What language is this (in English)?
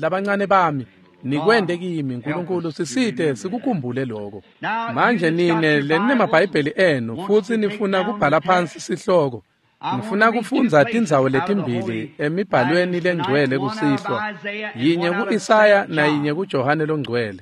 Swati